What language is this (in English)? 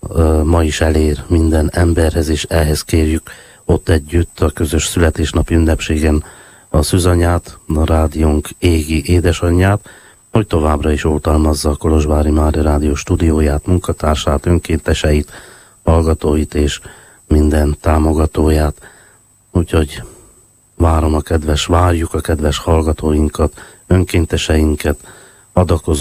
Hungarian